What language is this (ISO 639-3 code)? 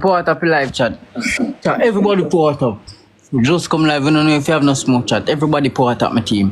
jam